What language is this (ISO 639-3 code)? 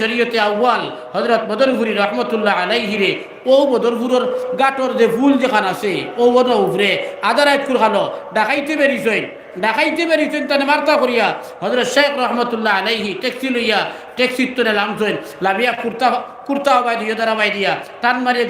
syl